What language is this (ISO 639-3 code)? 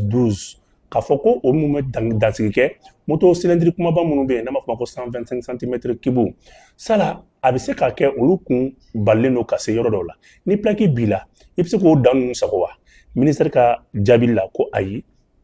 bam